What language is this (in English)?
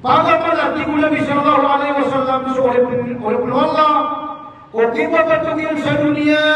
Maranao